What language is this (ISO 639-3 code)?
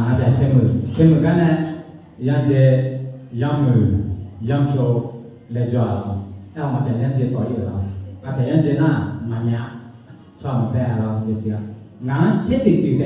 ahk